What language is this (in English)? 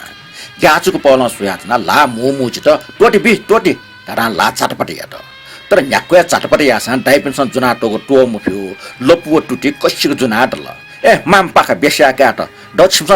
Newari